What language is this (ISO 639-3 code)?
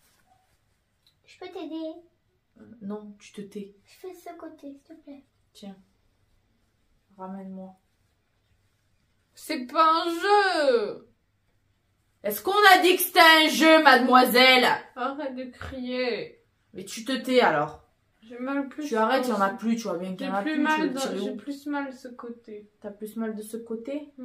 fra